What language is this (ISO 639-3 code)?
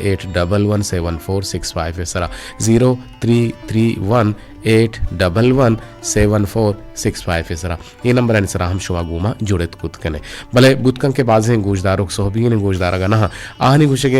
bgp